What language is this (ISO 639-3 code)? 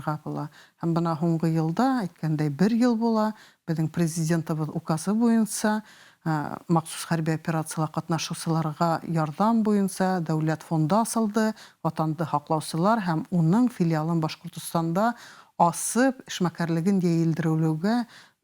bak